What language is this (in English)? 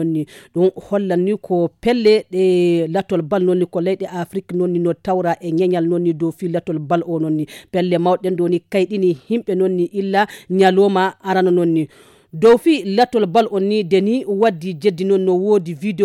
Fula